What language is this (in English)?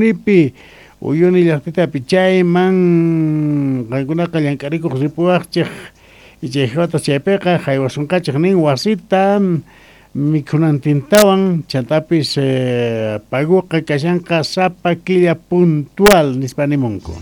South Bolivian Quechua